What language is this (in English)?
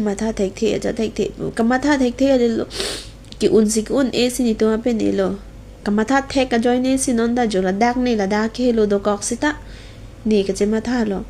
Karbi